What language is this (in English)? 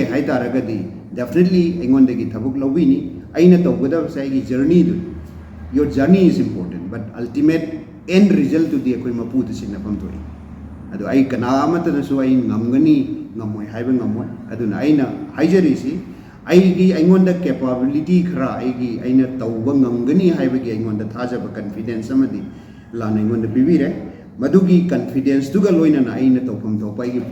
Manipuri